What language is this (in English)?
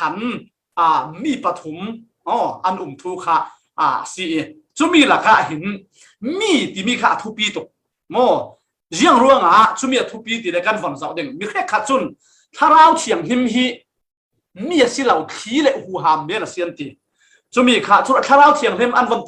Falam Chin